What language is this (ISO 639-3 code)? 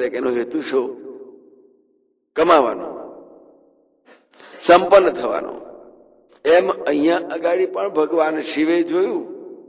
guj